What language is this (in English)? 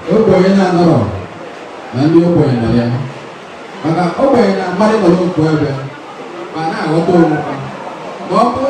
Igbo